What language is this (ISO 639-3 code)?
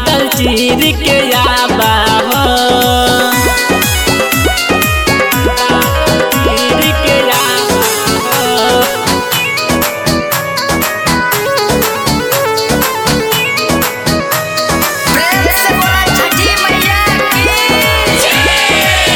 bho